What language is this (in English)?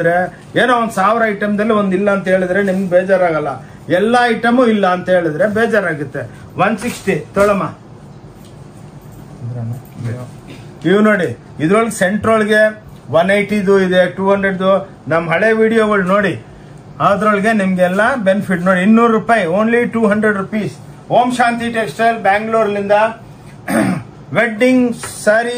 Kannada